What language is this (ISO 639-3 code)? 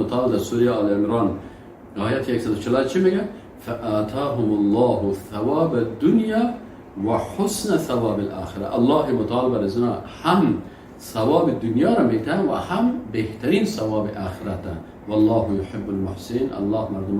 fas